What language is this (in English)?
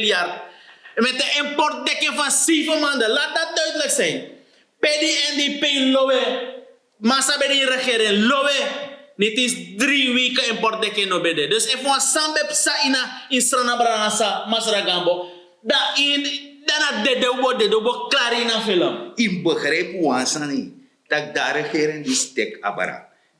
Sranan Tongo